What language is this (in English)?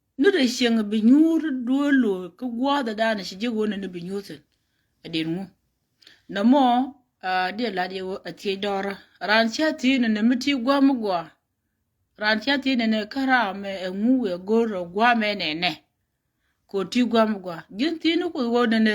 Nuer